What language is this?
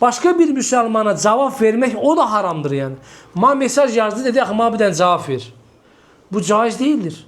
Azerbaijani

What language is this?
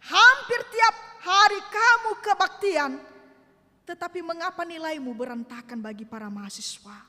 Nias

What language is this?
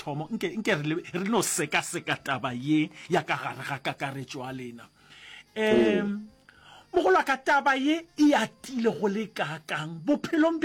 Northern Sotho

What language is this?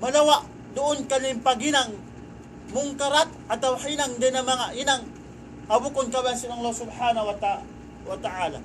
Tausug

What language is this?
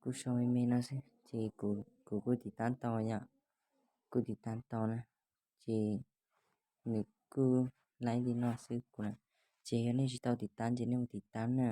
Hmong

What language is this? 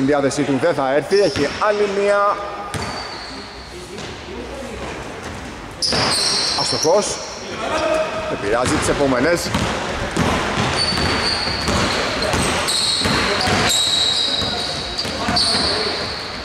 Greek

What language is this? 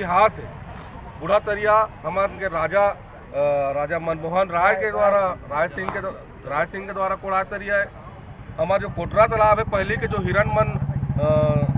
Chhattisgarhi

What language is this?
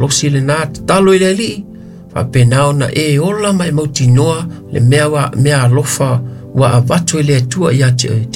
Samoan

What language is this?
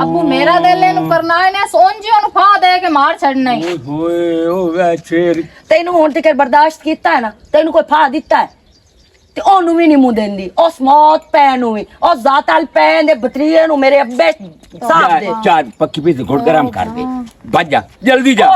Western Panjabi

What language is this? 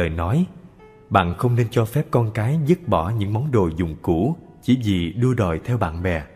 Vietnamese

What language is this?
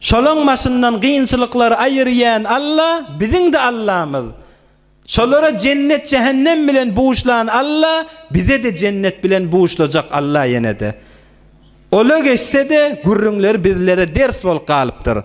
Turkmen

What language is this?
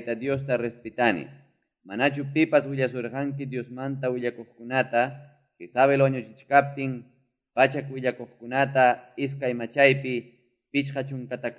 Quechua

